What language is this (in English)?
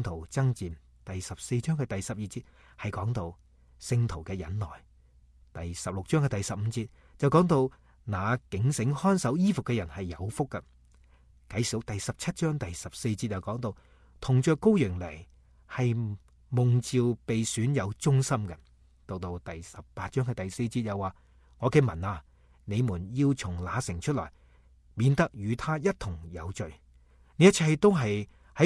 Cantonese